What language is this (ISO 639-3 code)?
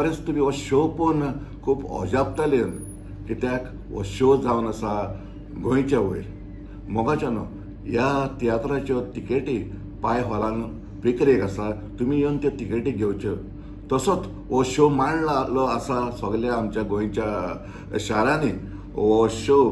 kok